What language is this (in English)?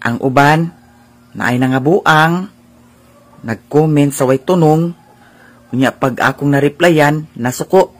Cebuano